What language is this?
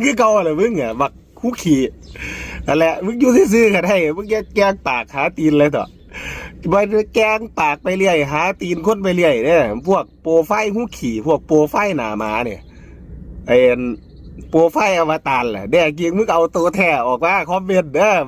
Northeastern Thai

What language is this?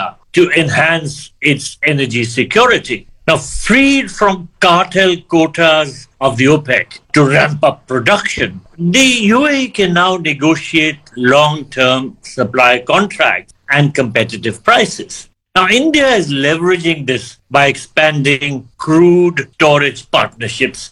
English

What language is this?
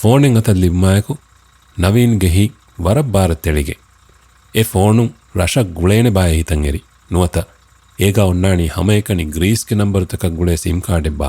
Divehi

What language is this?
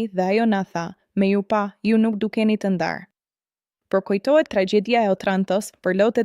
Albanian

